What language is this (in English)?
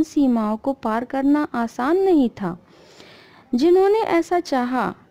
Hindi